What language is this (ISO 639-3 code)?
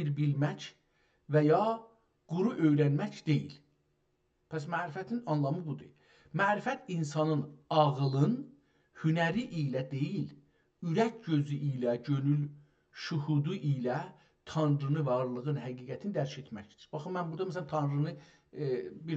azb